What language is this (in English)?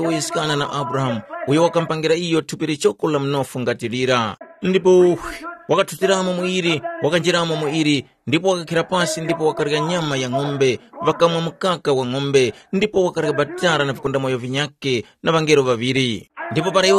Tumbuka